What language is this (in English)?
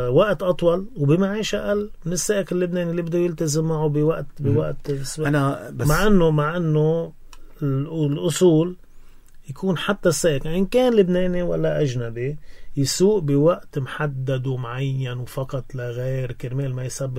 North Levantine Arabic